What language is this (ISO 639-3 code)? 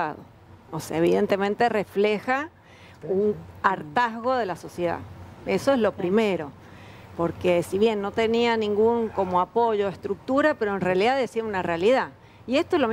spa